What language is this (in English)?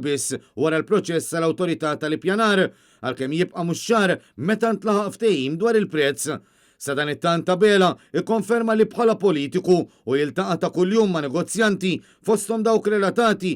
Maltese